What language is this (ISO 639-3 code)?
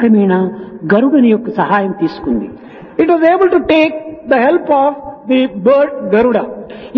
tel